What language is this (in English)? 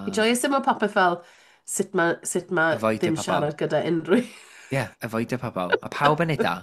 Welsh